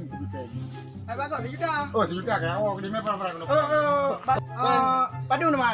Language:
Achinese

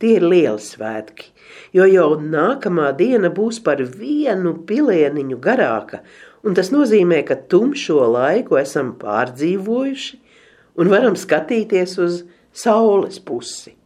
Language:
Latvian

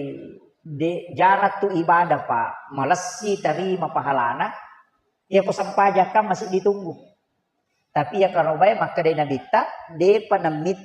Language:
Buginese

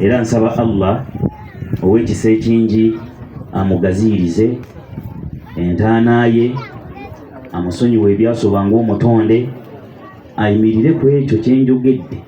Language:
Ganda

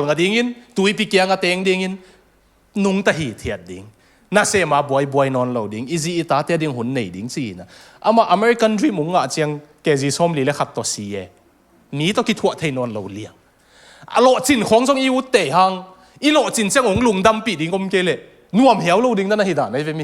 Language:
Tedim Chin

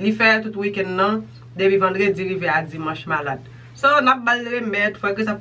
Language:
Haitian Creole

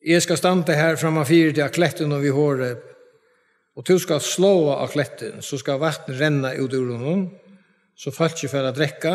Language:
Faroese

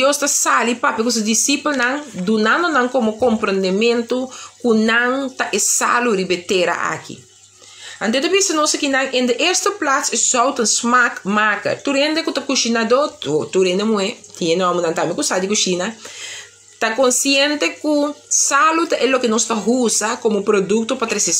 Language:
Papiamento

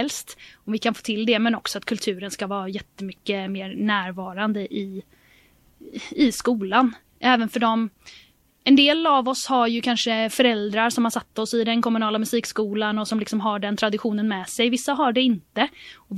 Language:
Swedish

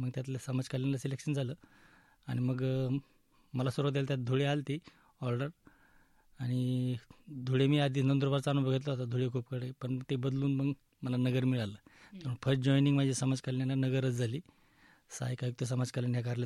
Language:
Marathi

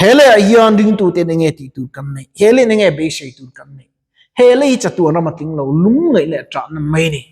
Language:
Mizo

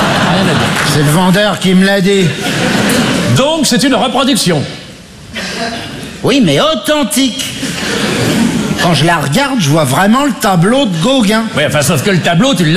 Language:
French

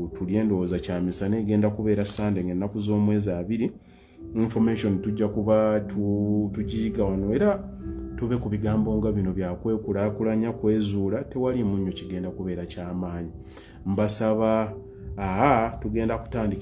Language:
Ganda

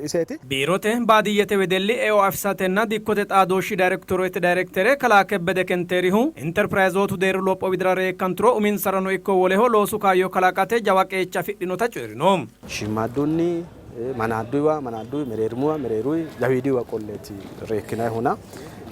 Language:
Sidamo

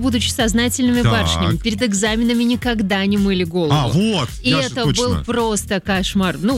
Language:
Russian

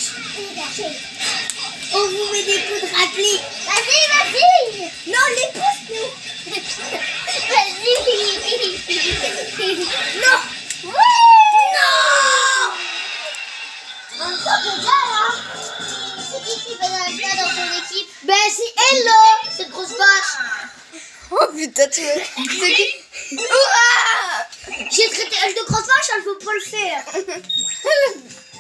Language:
French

